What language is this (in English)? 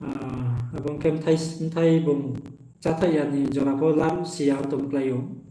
Riang (India)